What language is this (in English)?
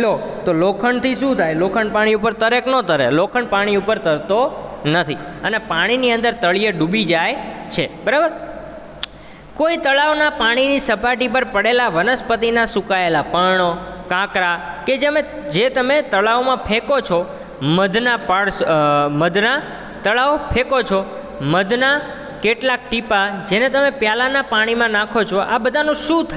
Gujarati